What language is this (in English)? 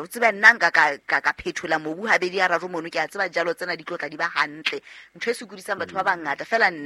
Southern Sotho